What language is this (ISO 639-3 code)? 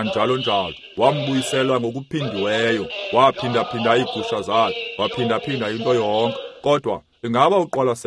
xho